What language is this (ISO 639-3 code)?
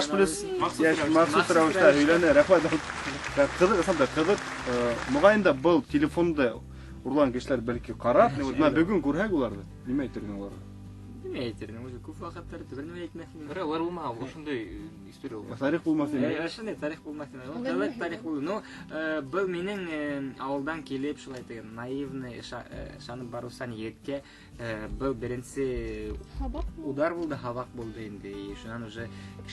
bak